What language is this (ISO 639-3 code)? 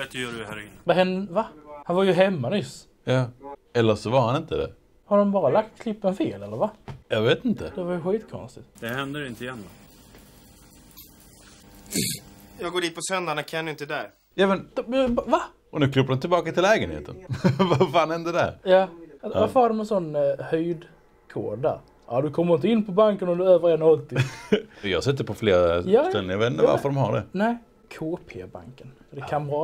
swe